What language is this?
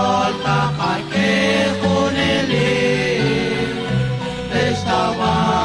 Kekchí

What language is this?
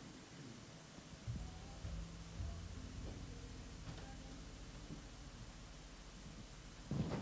Malayalam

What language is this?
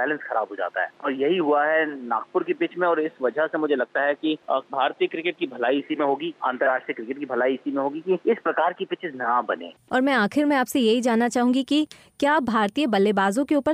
Hindi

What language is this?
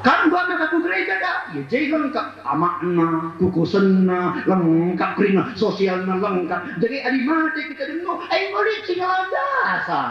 Batak Karo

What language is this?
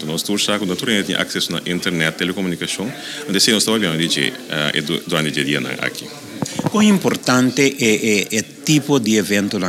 Papiamento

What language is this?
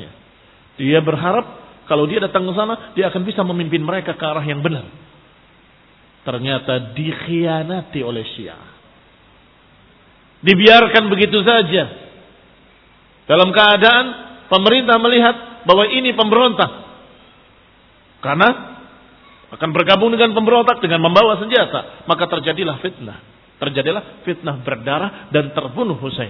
Indonesian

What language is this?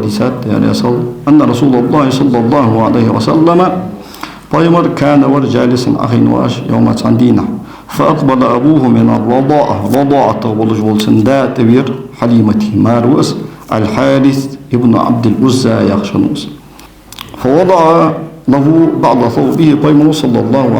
Ingush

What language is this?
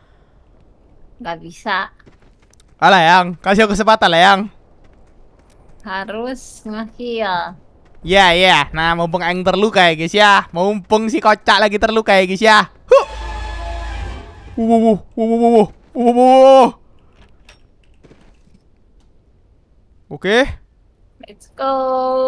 Indonesian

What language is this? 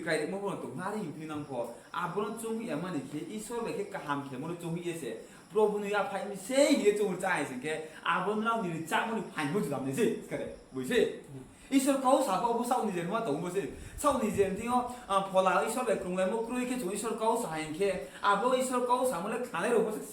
Riang (India)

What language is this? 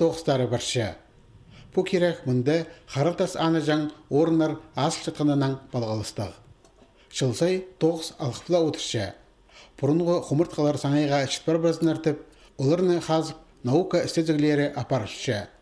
Khakas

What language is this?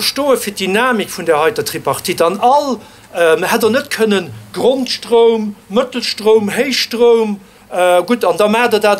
Luxembourgish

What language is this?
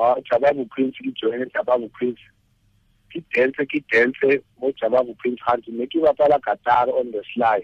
Tswana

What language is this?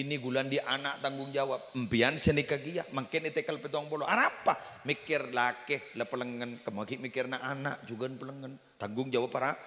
Madurese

